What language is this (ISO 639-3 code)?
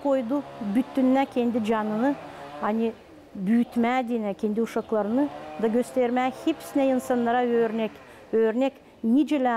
gag